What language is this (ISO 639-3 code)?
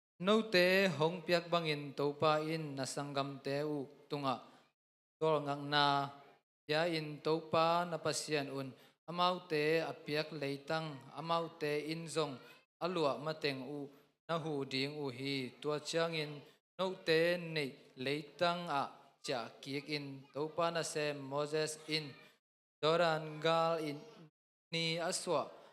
ctd